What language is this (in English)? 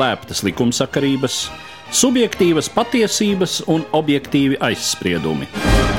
Latvian